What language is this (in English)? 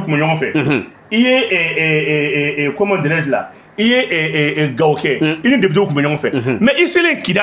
Bambara